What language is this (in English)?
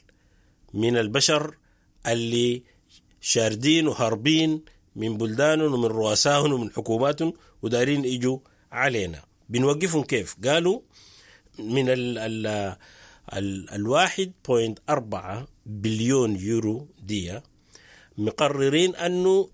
Sudanese Arabic